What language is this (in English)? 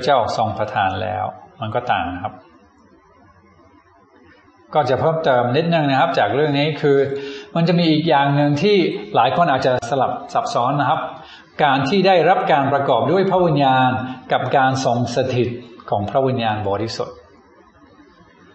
Thai